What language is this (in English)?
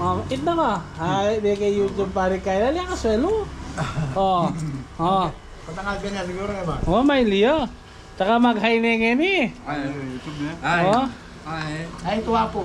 Pampanga